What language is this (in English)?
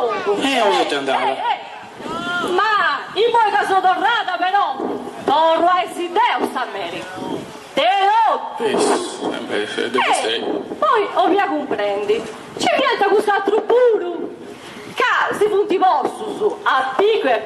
Sardinian